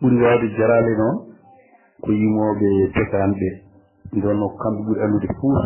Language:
Fula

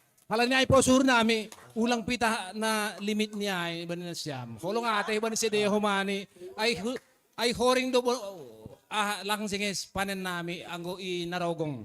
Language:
Batak Simalungun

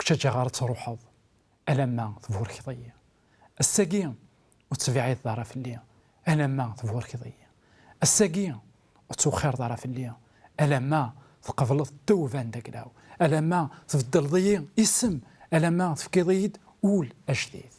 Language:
Kabyle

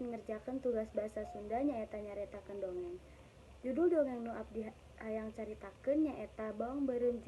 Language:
Sundanese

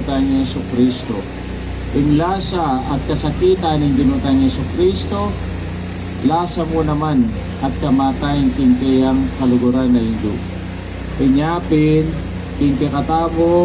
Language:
Pampanga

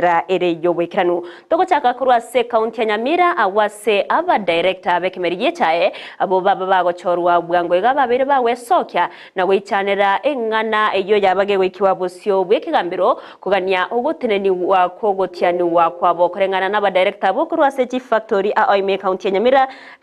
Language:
Gusii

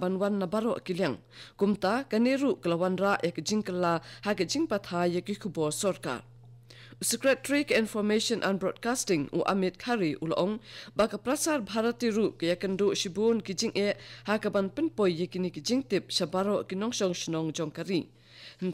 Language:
Khasi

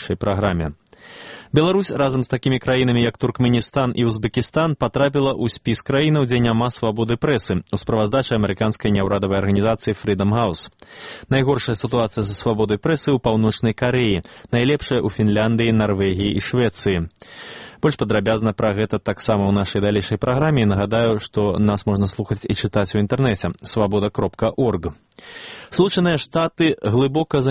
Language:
Belarusian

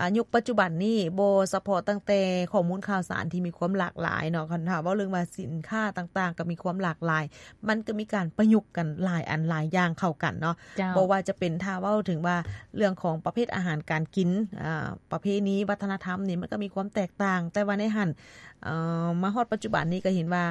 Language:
Lao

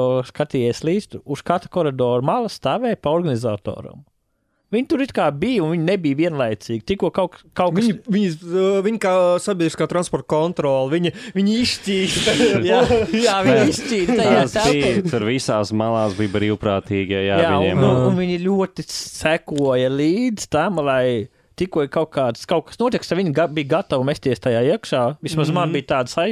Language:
Latvian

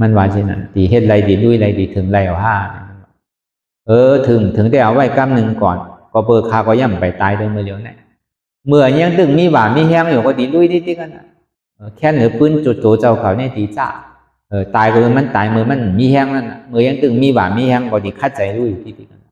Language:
Shan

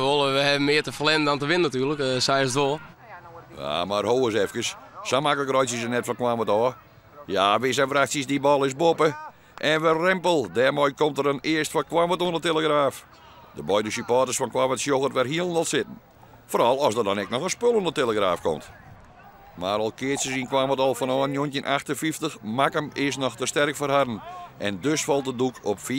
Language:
Western Frisian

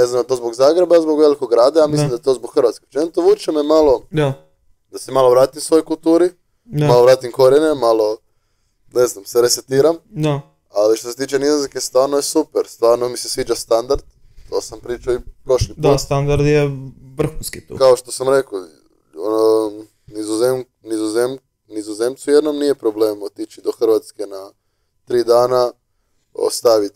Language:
Croatian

